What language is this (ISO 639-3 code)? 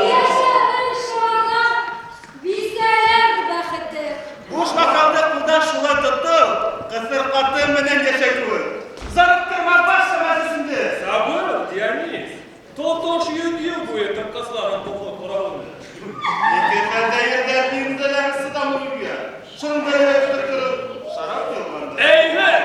bak